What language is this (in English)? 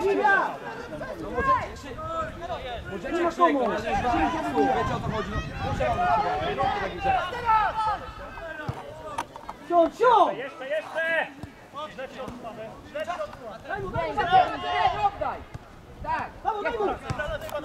Polish